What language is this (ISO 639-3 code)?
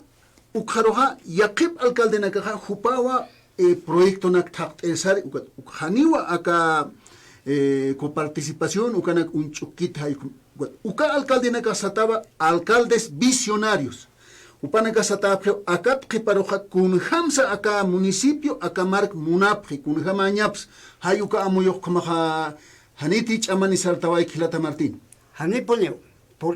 aym